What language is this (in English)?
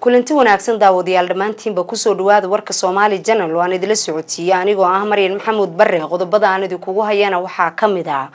Somali